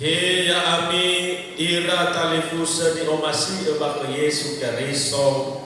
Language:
Nias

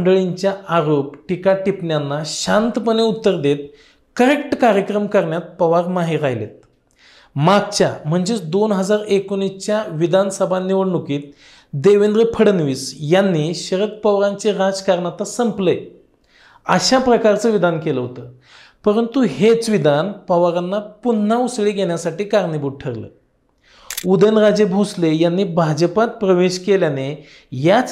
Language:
Marathi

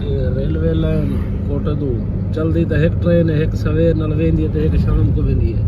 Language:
Saraiki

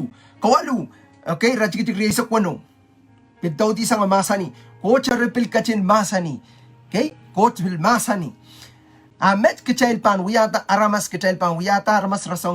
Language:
Pohnpeian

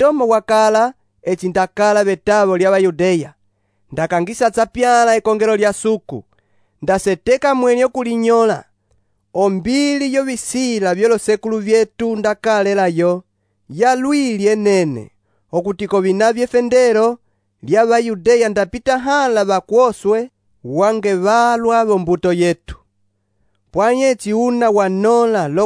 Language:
Umbundu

